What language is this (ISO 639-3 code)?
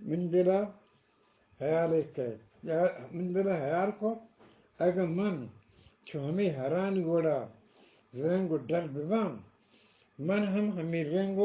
bgp